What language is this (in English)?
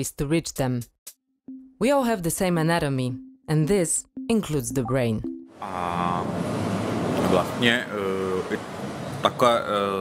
Czech